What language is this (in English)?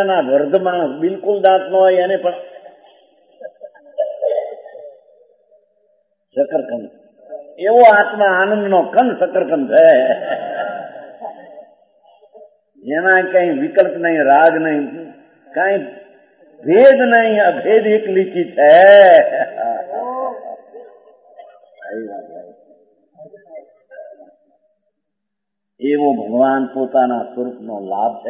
Gujarati